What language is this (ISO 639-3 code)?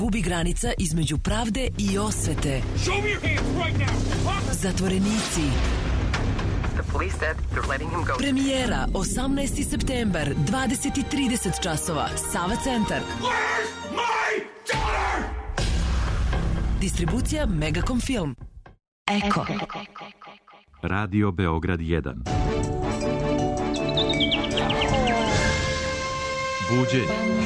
srp